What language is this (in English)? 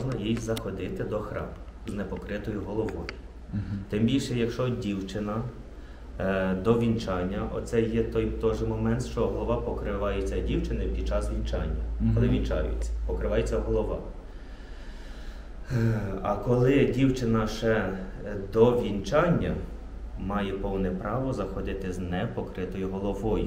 Ukrainian